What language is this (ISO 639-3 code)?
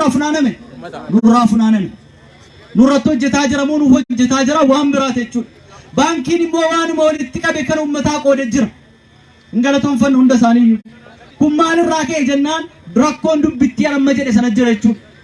orm